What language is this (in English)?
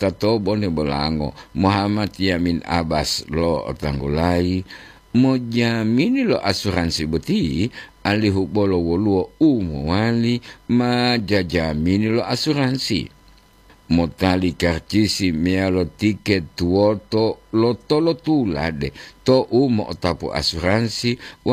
Gorontalo